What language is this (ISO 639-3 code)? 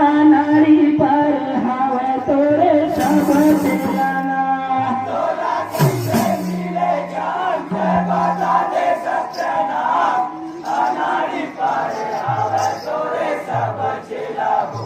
hne